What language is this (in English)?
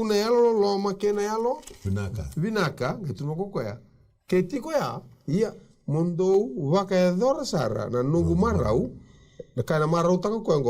Fijian